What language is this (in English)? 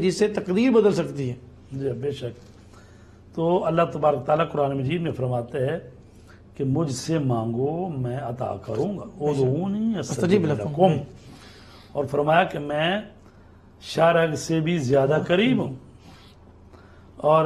Urdu